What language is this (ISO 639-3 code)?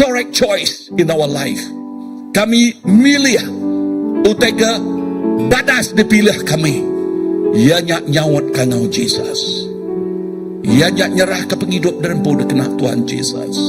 iba